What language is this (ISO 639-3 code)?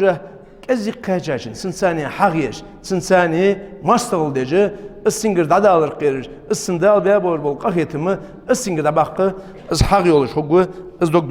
inh